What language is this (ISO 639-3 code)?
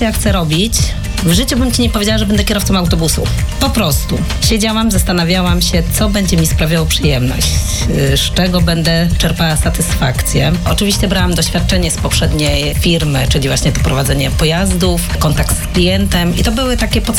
pol